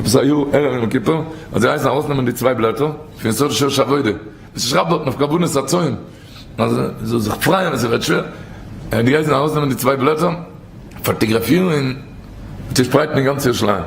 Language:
Yiddish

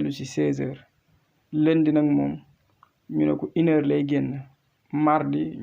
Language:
Wolof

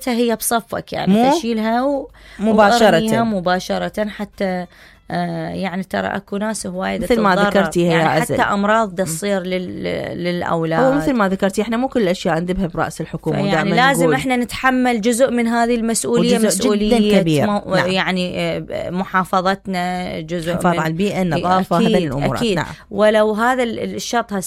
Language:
Mesopotamian Arabic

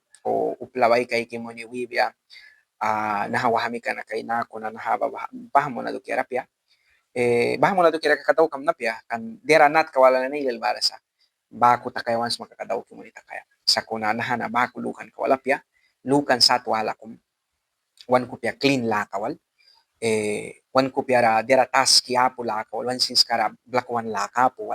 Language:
Mískito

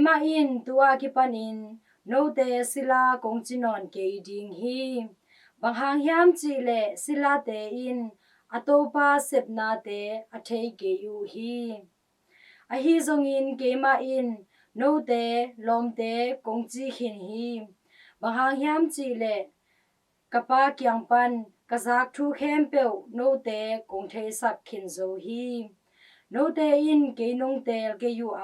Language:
Tedim Chin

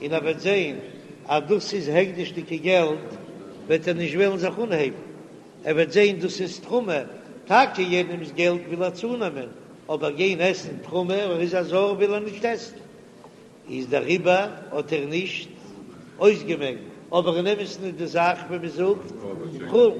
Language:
Yiddish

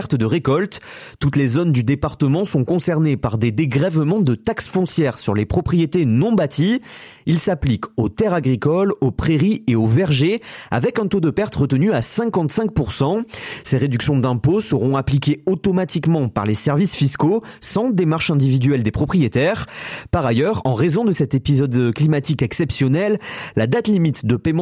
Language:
French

